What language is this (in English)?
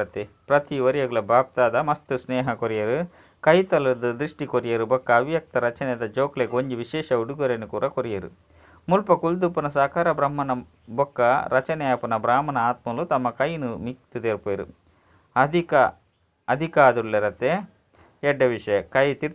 Tulu